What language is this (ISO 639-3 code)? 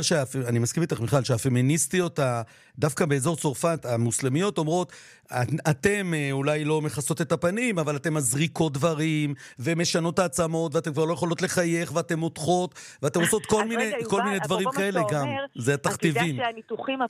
heb